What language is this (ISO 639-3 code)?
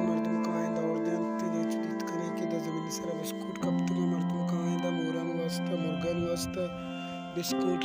bal